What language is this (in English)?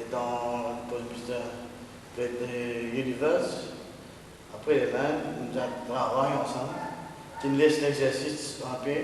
Morisyen